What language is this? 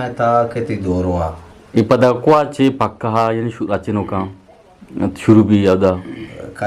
Eastern Balochi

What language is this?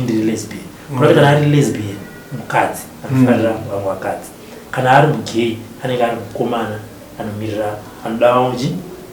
Shona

